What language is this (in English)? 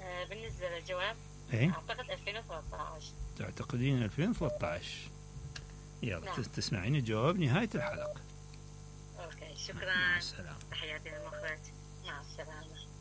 Mesopotamian Arabic